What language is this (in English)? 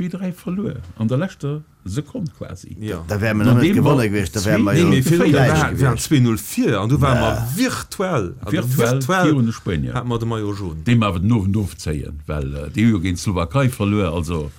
Luxembourgish